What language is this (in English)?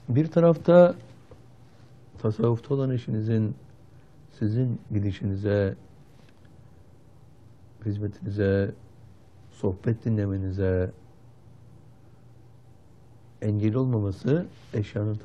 Turkish